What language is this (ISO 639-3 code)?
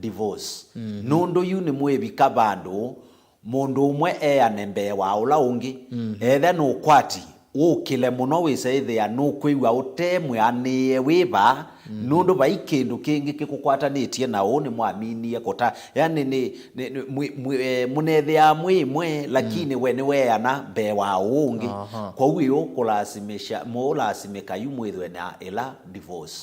kam